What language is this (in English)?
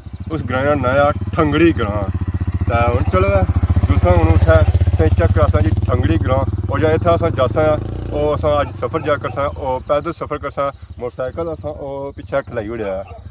Pahari-Potwari